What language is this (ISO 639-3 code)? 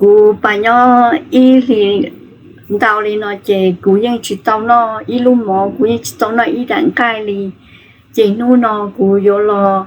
hmn